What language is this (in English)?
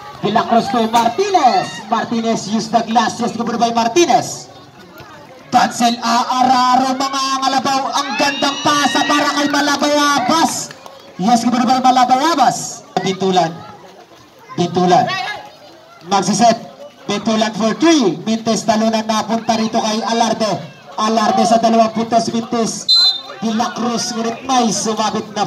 Filipino